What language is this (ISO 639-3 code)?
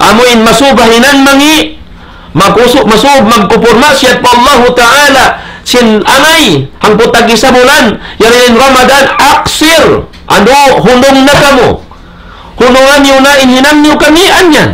tsg